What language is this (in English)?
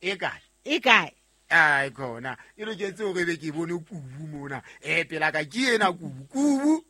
Southern Sotho